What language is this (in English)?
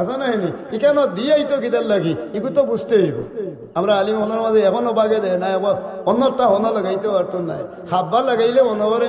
Sylheti